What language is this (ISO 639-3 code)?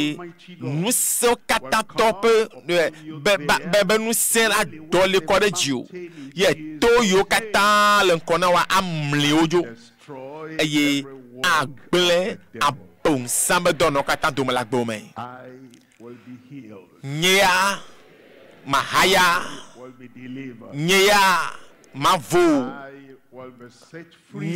ewe